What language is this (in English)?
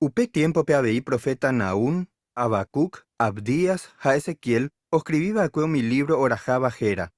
Guarani